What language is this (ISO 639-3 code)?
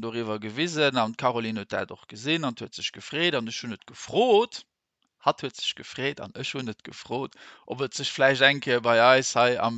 ltz